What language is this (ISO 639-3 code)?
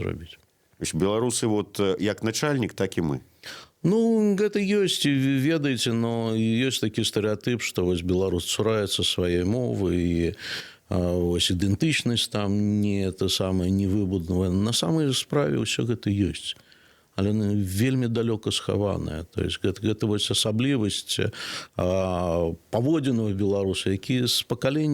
bel